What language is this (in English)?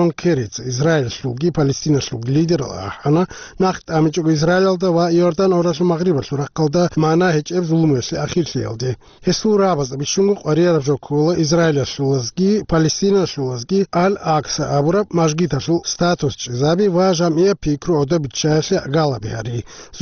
Avaric